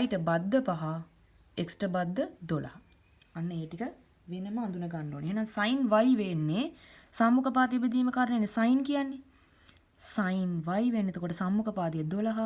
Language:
Sinhala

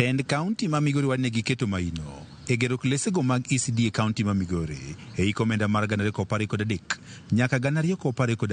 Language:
Luo (Kenya and Tanzania)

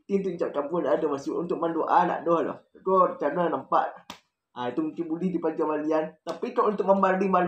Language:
Minangkabau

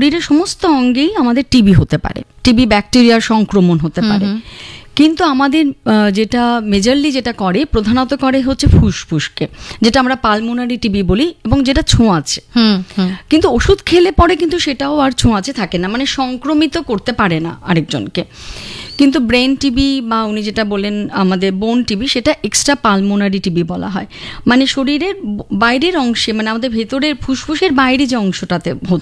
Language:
Bangla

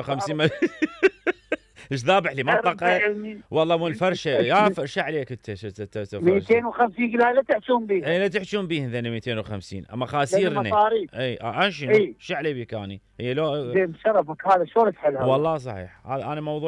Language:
Mesopotamian Arabic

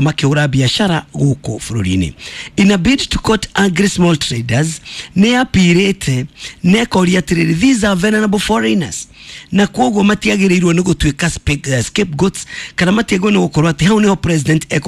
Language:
Kikuyu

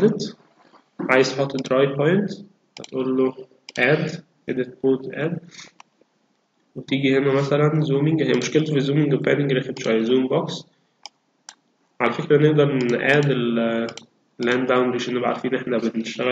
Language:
Egyptian Arabic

